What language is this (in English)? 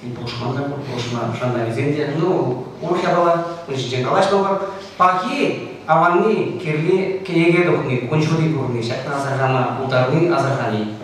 Chuvash